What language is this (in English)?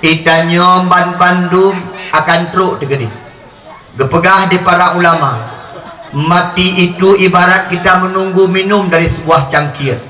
Achinese